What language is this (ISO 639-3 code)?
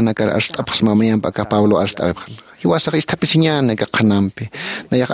aym